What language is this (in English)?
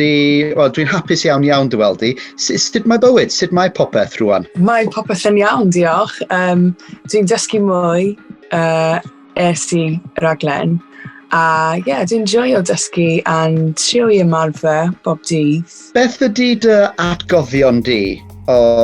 Welsh